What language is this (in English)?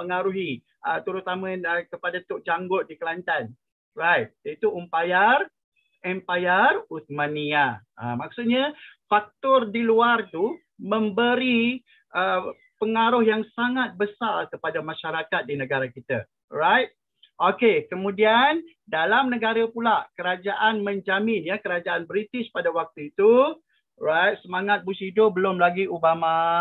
Malay